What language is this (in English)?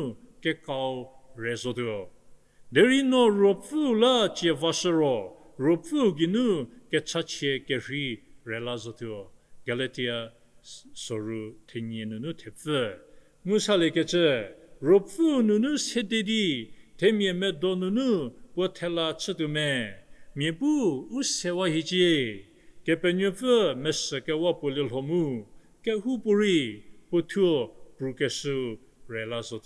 Angami Naga